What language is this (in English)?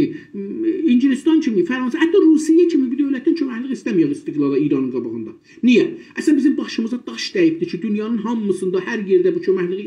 South Azerbaijani